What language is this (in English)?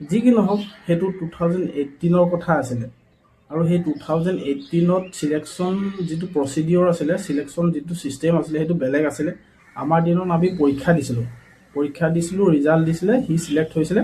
Assamese